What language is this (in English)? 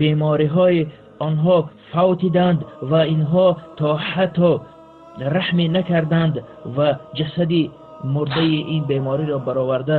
Tajik